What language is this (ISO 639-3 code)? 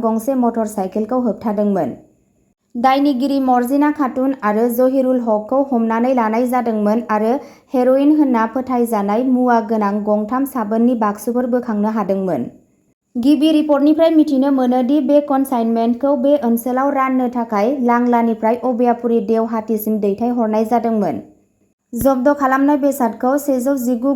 brx